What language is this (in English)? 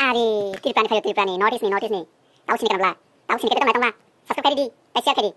Kok Borok